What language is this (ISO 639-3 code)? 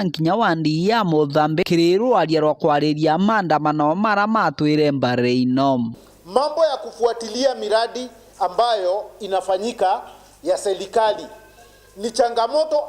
mer